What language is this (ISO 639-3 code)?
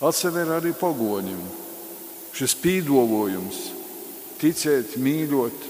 ltg